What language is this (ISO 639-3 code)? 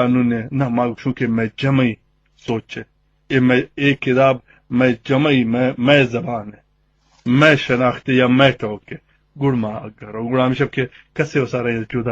bal